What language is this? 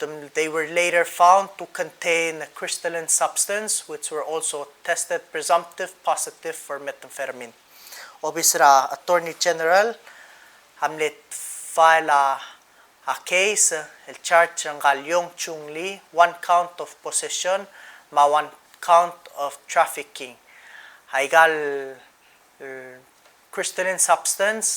Palauan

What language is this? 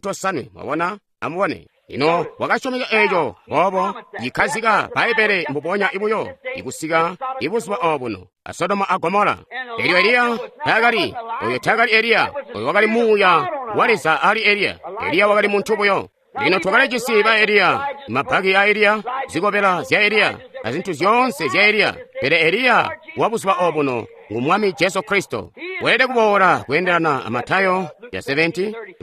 Tonga (Zambia)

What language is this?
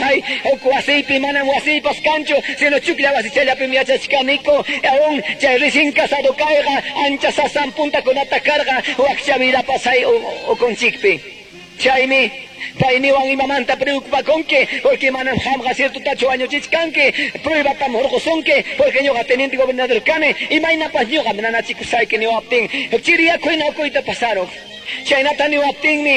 Quechua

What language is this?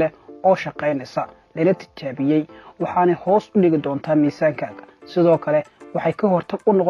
Somali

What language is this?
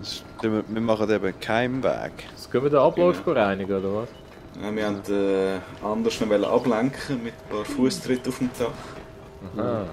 Swiss German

